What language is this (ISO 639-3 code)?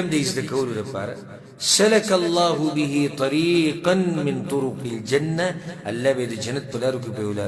pus